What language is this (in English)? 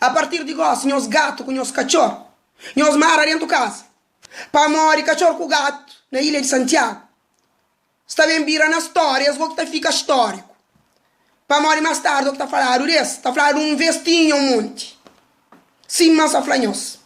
Kabuverdianu